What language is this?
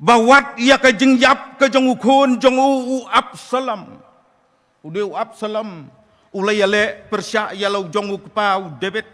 Khasi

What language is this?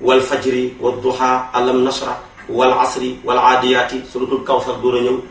Wolof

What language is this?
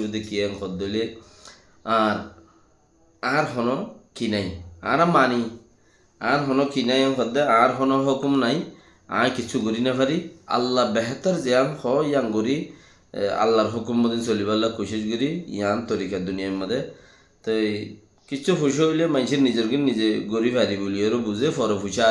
Rohingya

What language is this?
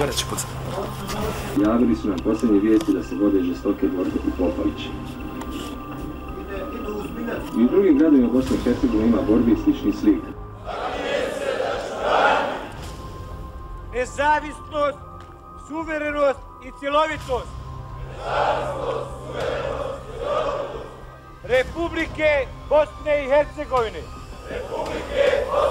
Bosnian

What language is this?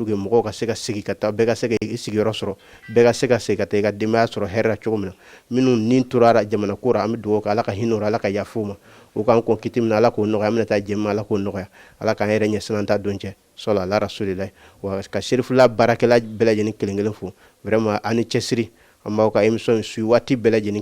Bambara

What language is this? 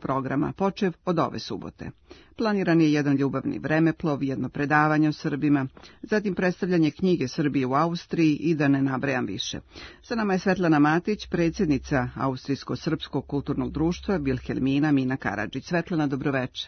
Serbian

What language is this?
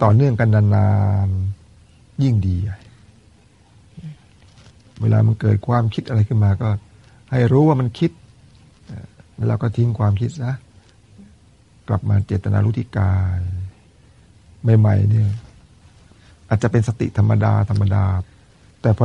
Thai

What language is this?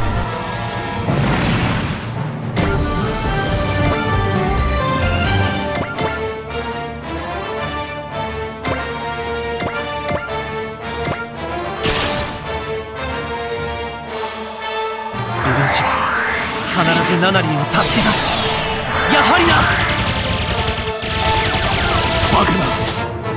Japanese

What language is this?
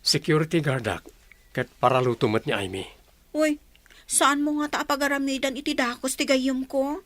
Iloko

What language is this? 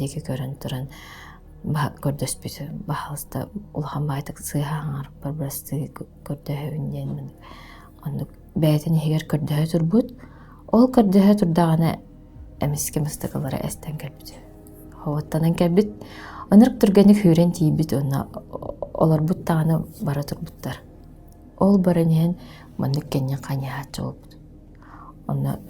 Yakut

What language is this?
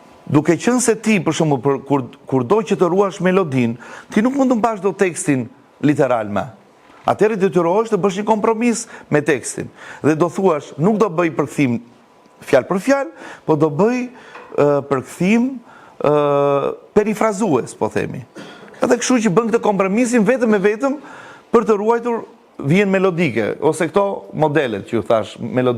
Albanian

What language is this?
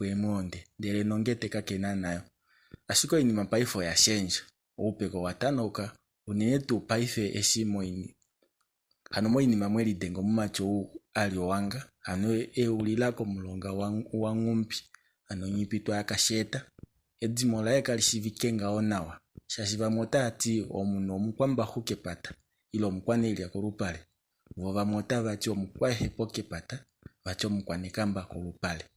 Kuanyama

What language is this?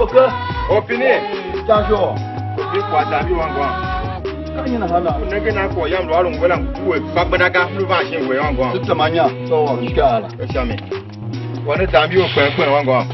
Tiv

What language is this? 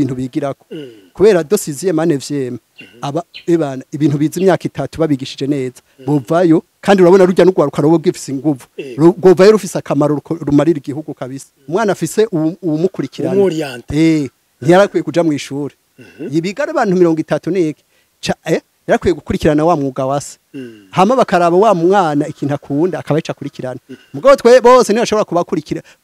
Rundi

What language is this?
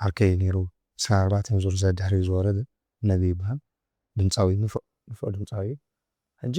Tigrinya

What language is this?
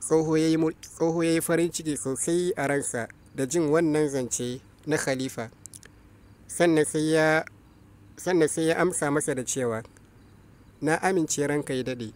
Hausa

